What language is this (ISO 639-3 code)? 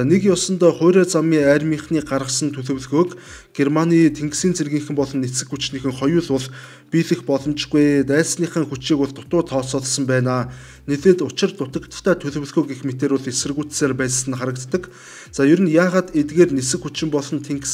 mon